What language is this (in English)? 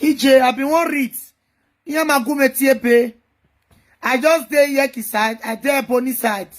Nigerian Pidgin